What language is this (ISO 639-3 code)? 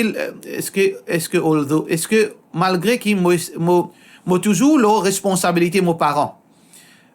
mfe